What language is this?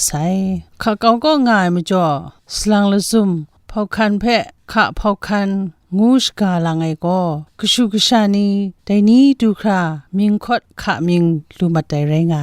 Kachin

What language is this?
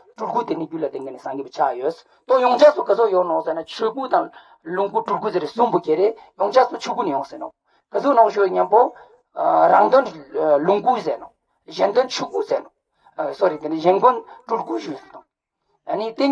Ladakhi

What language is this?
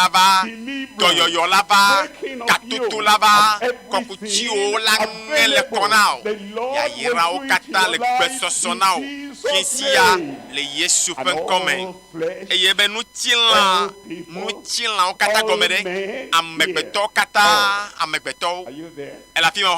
Ewe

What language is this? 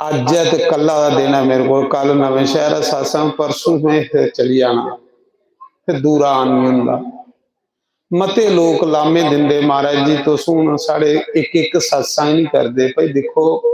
Dogri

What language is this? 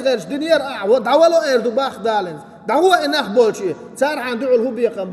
Chechen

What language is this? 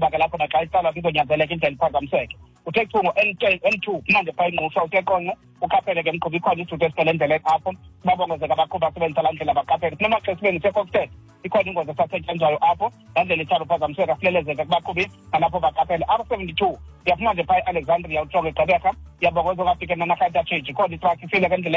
Xhosa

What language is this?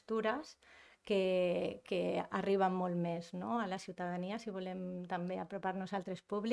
Catalan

